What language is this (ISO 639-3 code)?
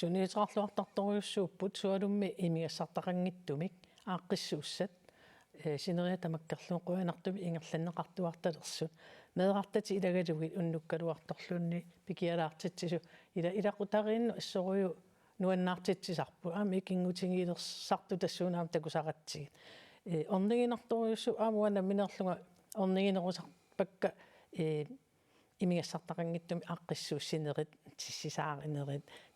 kal